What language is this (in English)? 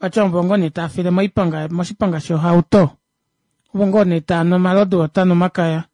Kuanyama